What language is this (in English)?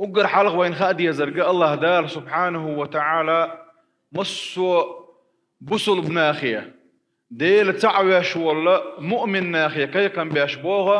Chechen